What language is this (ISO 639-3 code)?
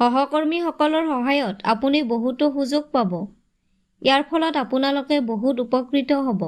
asm